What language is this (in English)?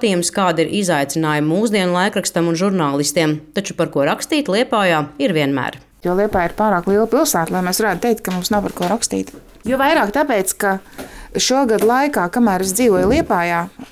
Latvian